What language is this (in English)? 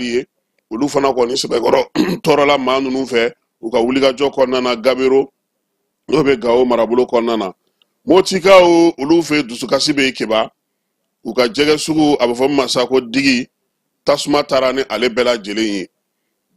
Bambara